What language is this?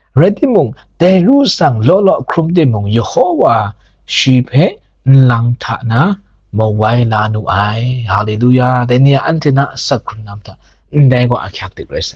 Kachin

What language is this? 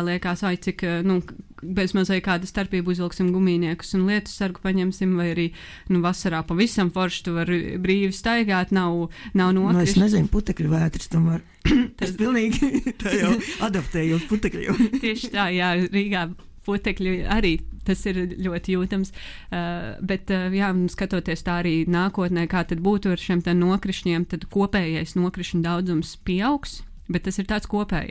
Latvian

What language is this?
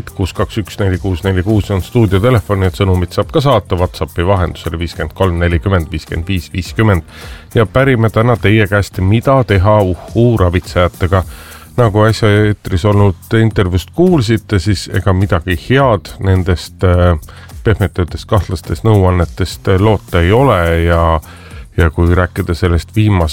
Estonian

